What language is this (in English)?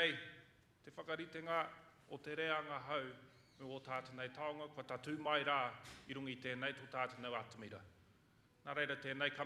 Māori